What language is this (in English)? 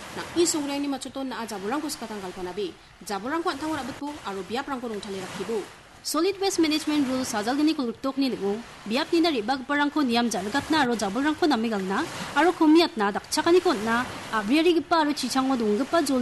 Garo